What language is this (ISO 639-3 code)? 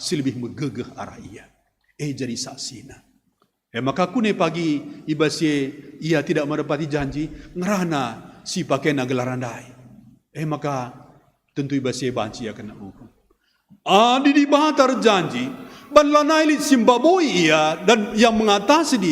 btx